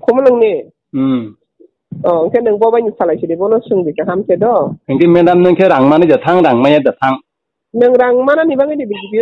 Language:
Kok Borok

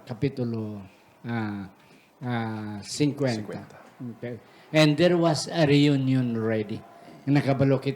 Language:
Hiligaynon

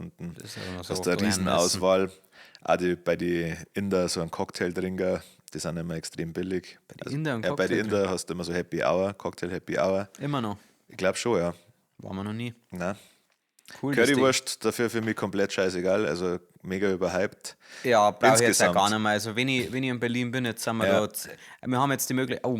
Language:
Bavarian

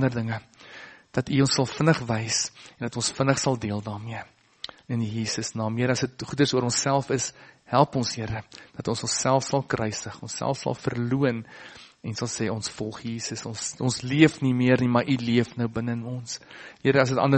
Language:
Afrikaans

